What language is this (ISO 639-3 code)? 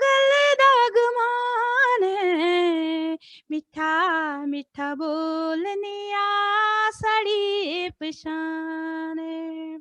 doi